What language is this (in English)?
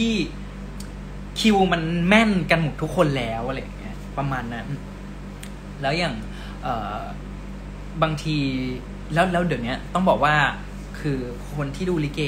Thai